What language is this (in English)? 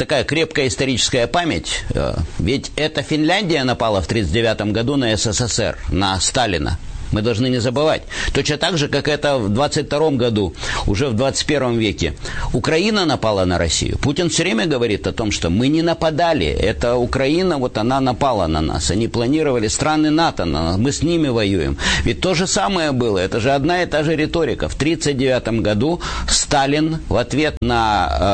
Russian